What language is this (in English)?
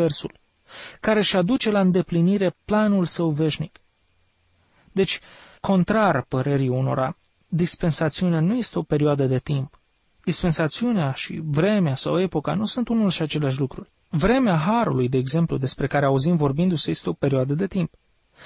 Romanian